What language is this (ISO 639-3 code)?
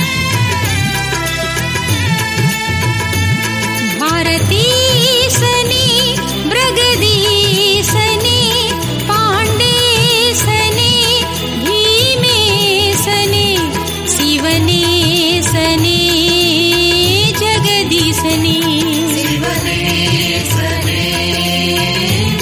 tam